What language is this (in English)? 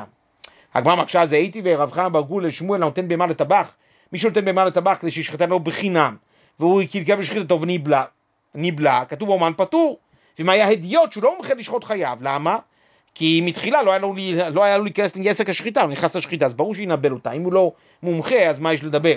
Hebrew